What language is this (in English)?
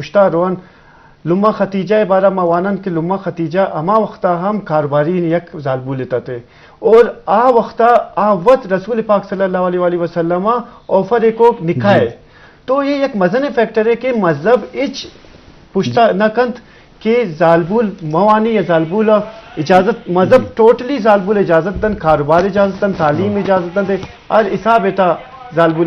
Eastern Balochi